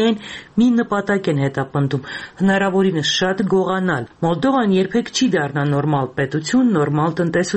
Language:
Armenian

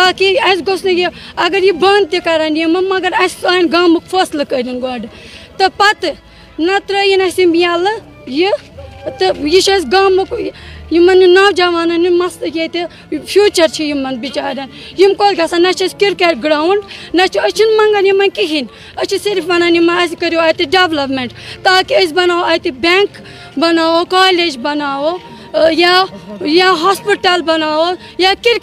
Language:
Kashmiri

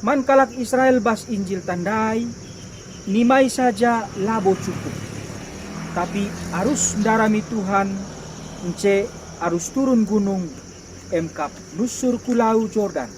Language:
Batak Karo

